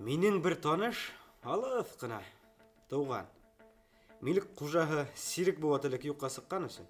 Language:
Bashkir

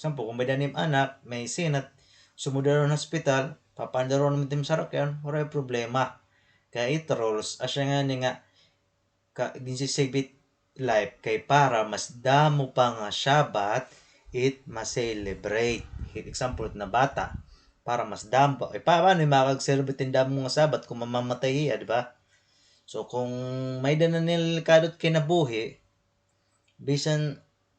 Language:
Waray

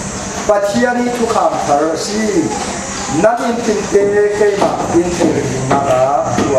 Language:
Falam Chin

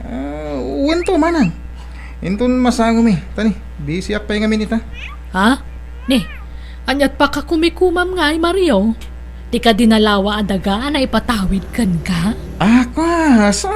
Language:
Iloko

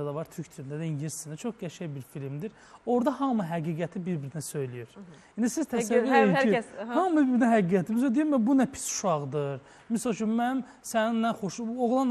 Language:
Azerbaijani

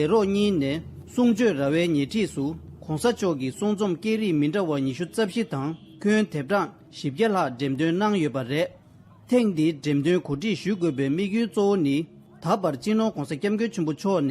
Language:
Tibetan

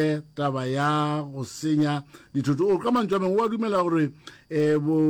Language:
Northern Sotho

